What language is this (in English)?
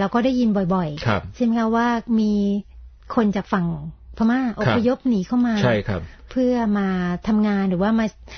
Thai